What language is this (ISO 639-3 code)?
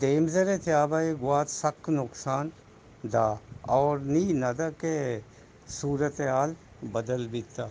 bgp